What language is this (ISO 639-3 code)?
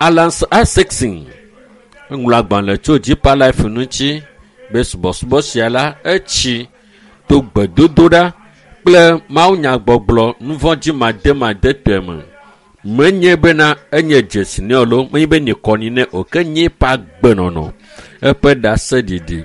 ewe